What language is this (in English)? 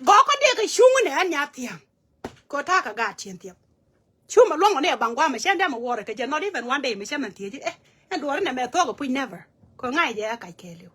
Nuer